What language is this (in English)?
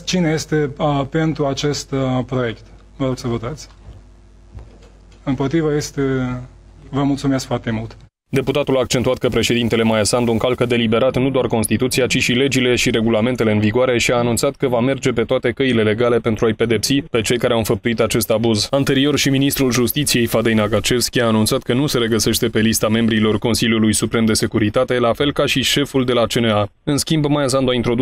Romanian